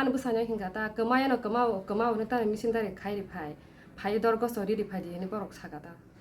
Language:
Kok Borok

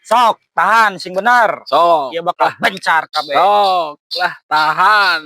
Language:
Sundanese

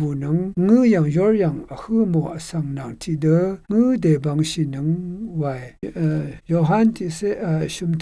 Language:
Rawang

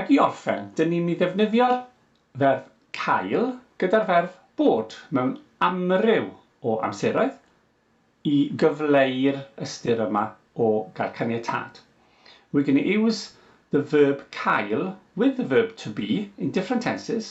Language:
Welsh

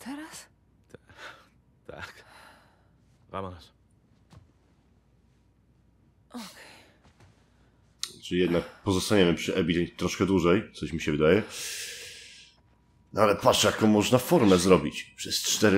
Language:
Polish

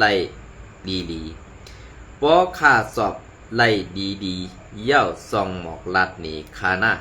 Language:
Shan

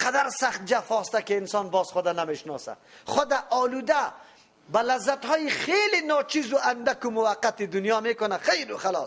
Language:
Persian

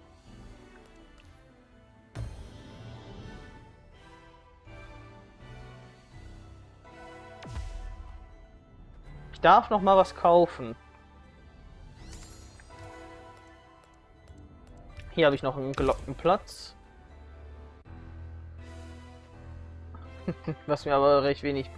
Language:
German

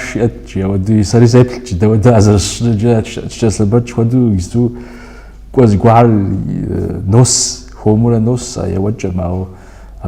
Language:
Kabardian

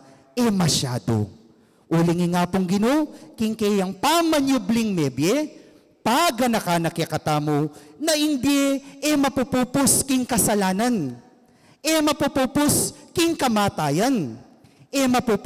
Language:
Pampanga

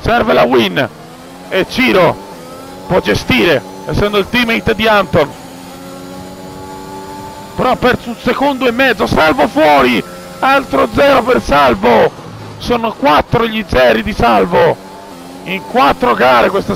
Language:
Italian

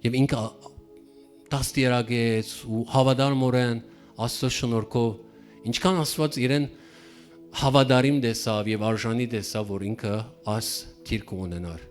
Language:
Western Armenian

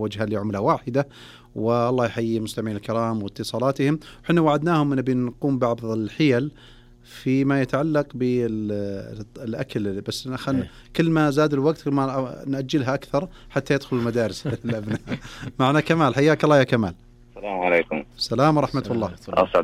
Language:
Najdi Arabic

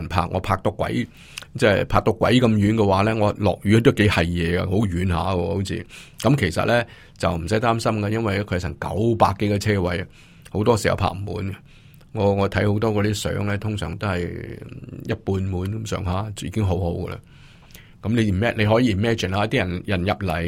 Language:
Cantonese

